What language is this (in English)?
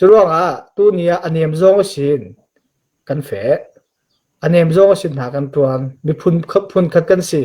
Falam Chin